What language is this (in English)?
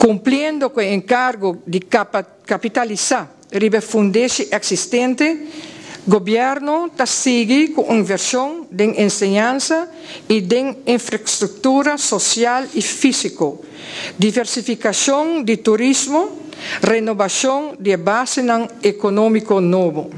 Papiamento